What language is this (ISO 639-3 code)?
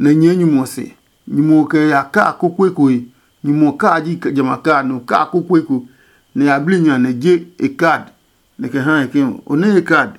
ada